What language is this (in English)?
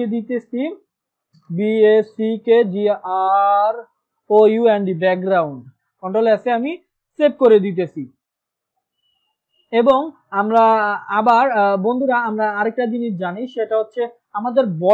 Bangla